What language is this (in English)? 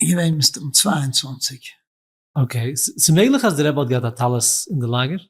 Yiddish